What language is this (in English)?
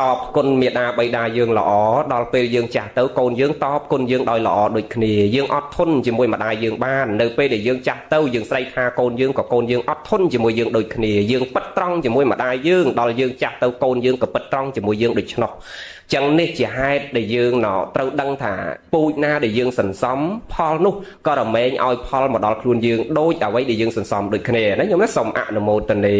Khmer